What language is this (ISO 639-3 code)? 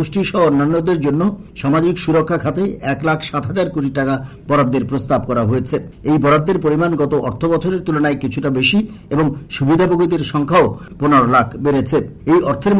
ben